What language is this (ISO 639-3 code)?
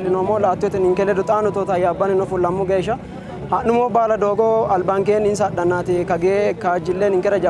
sid